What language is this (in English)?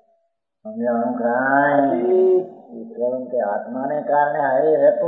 Gujarati